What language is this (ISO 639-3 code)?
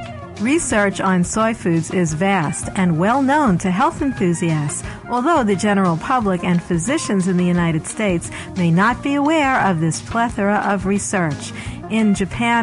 eng